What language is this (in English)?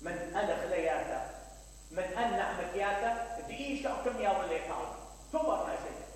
Mesopotamian Arabic